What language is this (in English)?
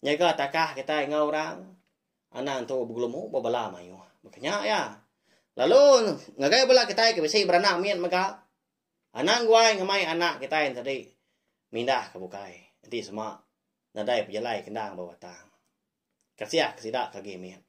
Iban